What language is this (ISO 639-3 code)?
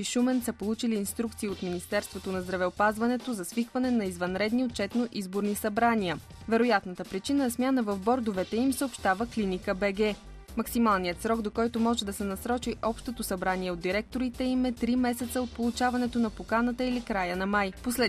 bul